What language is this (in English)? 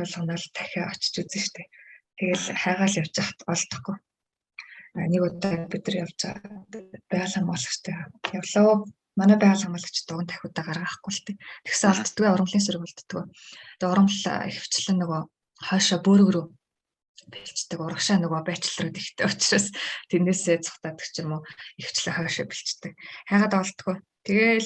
Mongolian